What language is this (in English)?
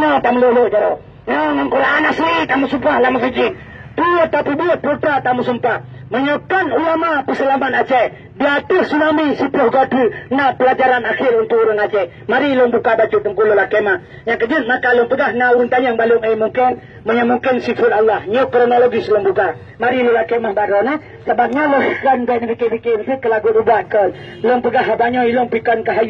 Achinese